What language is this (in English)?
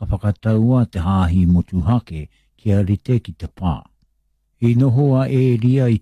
Māori